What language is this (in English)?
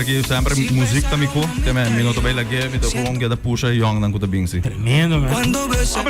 Papiamento